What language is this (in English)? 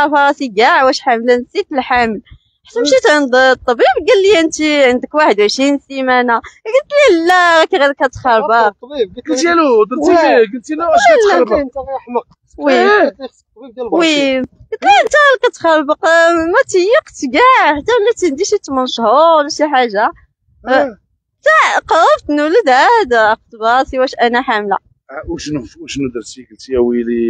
Moroccan Arabic